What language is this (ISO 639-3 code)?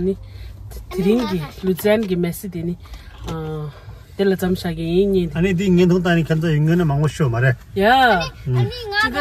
bod